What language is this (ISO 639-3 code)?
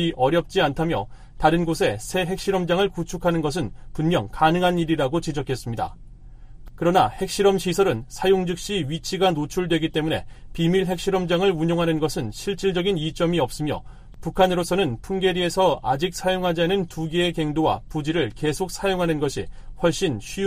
kor